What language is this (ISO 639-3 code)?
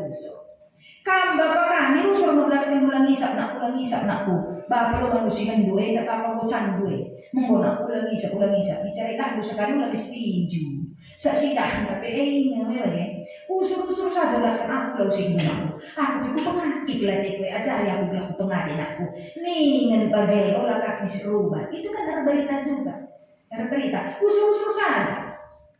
btx